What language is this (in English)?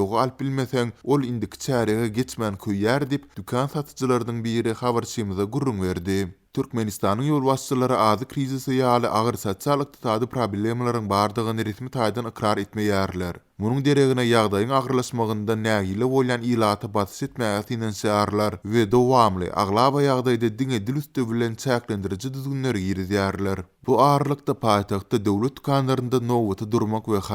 Turkmen